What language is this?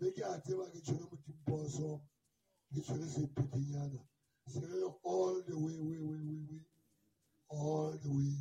Southern Sotho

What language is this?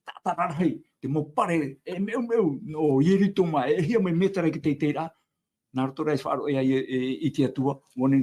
Tahitian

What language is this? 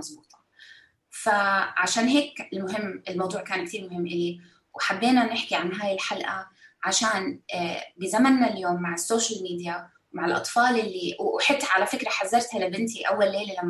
North Levantine Arabic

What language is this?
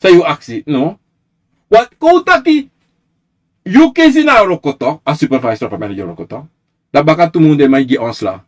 Sranan Tongo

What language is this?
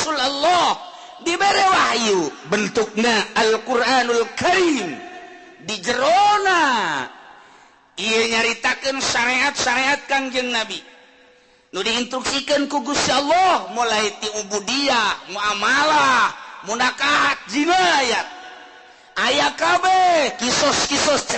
Sundanese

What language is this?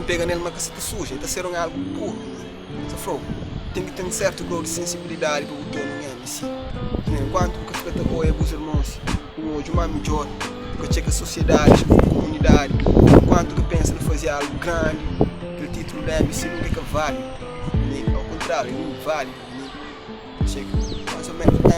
Kabuverdianu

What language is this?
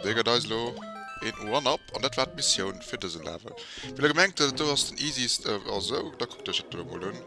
Luxembourgish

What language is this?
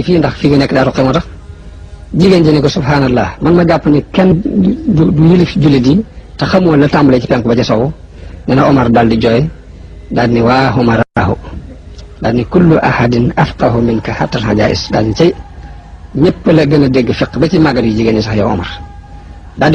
Wolof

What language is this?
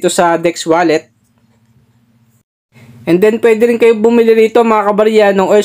Filipino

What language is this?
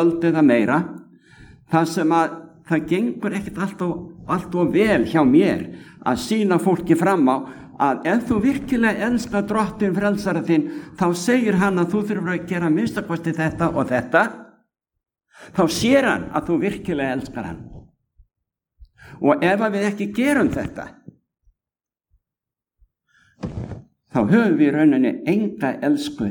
Icelandic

